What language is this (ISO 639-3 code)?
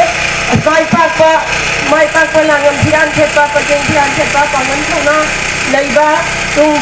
mni